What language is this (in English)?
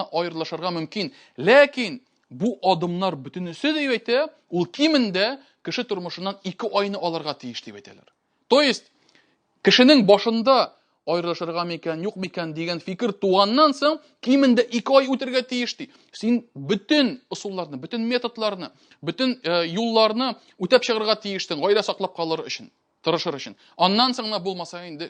Tatar